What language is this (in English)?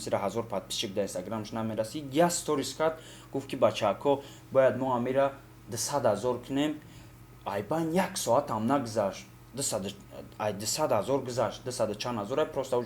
Tajik